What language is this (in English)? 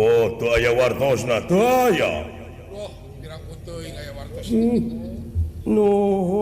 Sundanese